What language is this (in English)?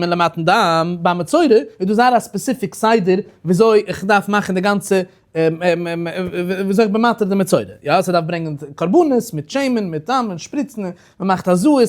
Yiddish